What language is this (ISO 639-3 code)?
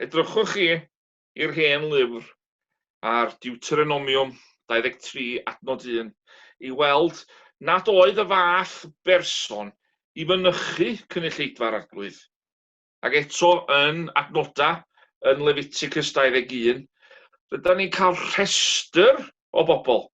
cym